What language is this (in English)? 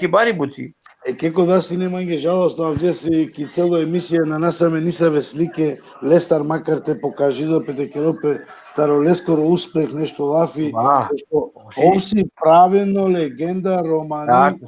Balkan Romani